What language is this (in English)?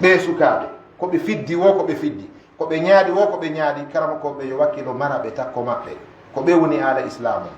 Fula